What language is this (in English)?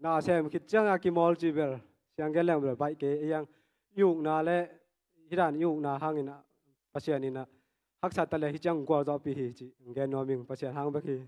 Tedim Chin